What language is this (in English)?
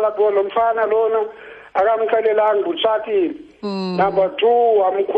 Xhosa